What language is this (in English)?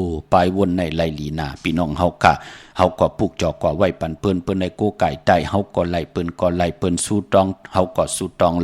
Shan